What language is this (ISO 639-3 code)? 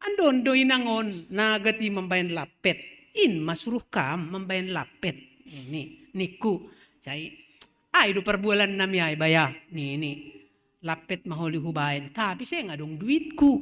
bts